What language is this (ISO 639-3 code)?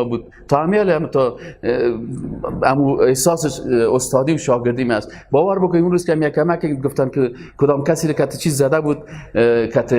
fas